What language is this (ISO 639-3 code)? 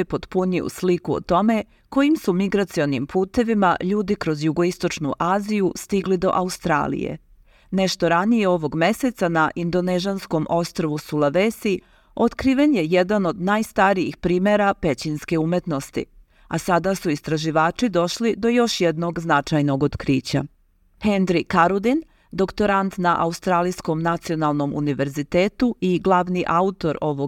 srp